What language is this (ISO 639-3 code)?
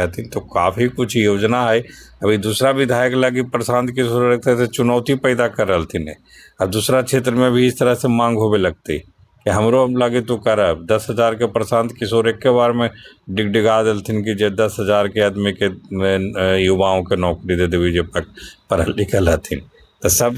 mag